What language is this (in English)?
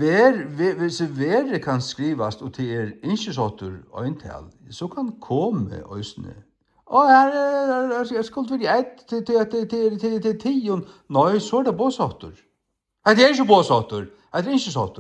Faroese